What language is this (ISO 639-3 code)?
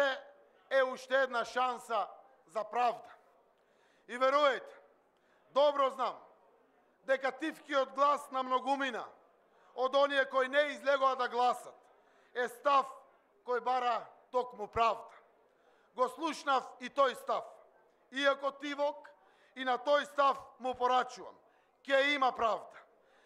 mkd